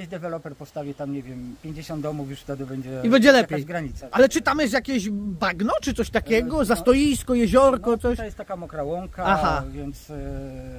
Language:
Polish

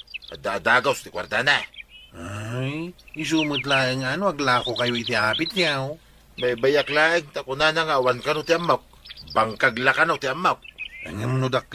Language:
Iloko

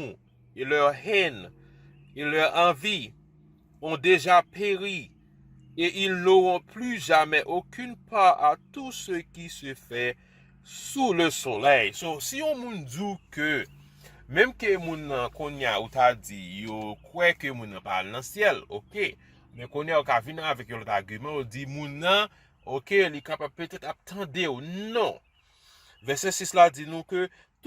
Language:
Haitian Creole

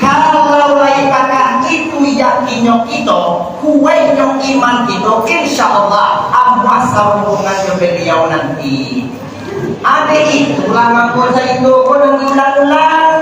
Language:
Minangkabau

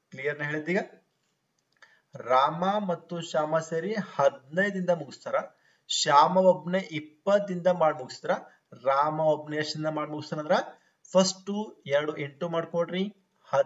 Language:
Kannada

